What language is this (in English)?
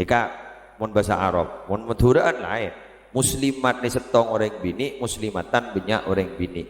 Madurese